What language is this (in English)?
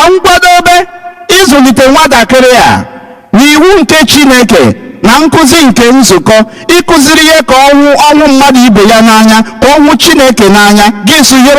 Igbo